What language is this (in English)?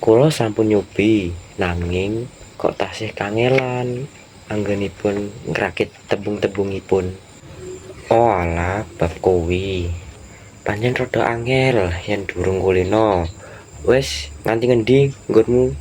Javanese